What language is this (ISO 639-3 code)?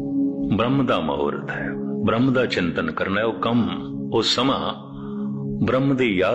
pan